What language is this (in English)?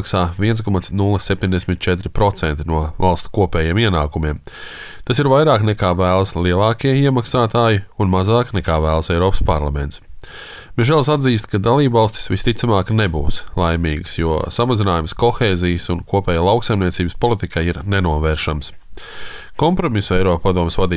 Latvian